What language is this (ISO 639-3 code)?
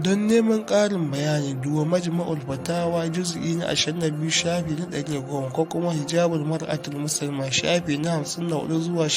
hau